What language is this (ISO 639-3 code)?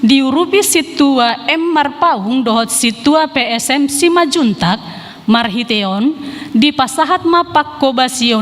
bbc